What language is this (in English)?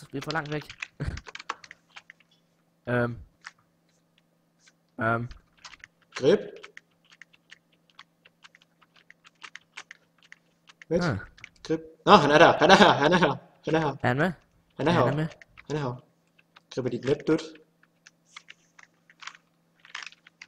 Danish